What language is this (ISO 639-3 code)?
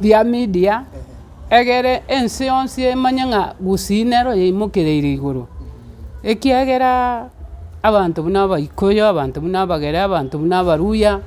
guz